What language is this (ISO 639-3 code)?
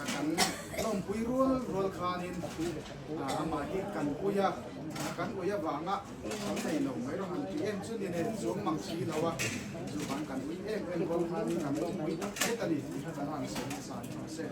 hmr